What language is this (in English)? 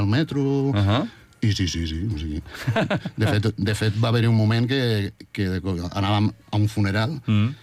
Catalan